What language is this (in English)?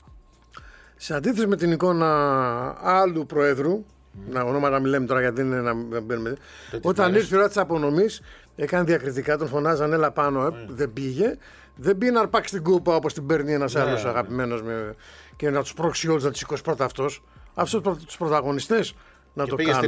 Greek